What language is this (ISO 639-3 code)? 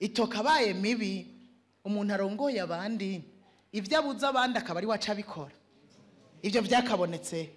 run